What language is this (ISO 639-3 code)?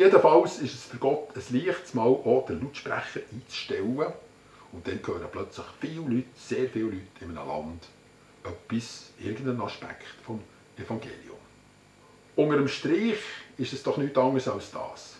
gsw